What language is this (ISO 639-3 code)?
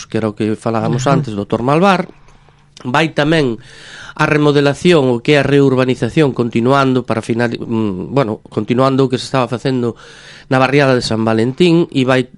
glg